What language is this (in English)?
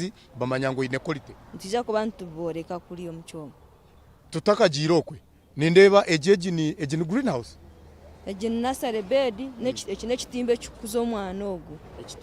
Nyankole